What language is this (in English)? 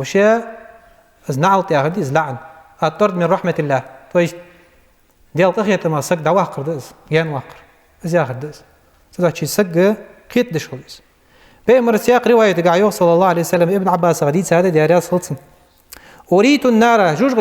Ingush